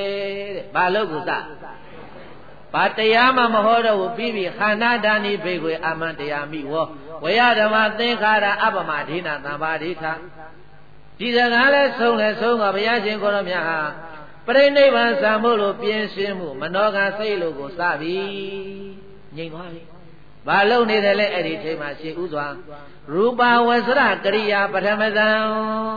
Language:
Burmese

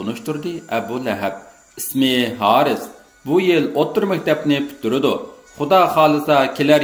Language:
Uyghur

